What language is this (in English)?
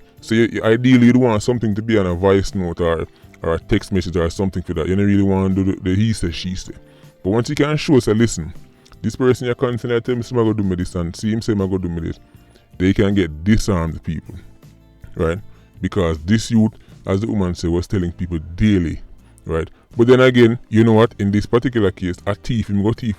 Jamaican Creole English